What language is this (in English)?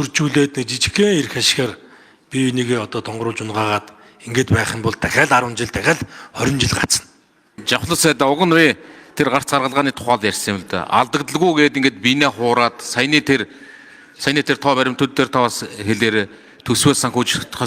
Mongolian